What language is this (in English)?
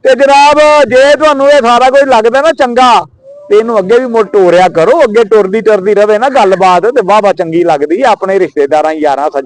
Western Panjabi